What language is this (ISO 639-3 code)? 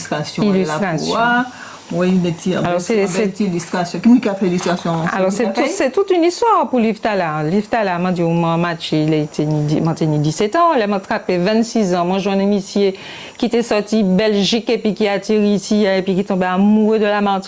gcf